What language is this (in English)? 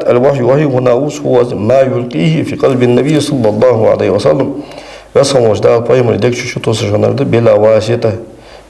Ingush